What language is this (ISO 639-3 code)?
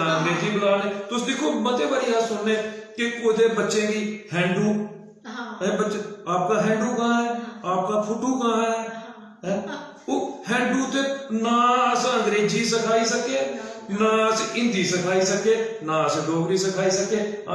doi